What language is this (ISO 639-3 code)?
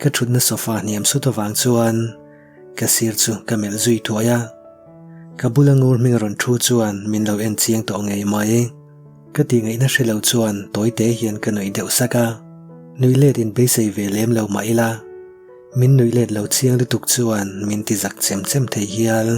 lus